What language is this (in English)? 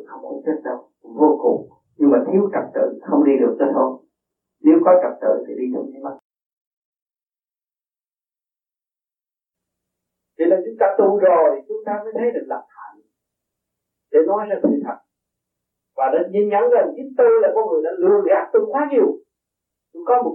Vietnamese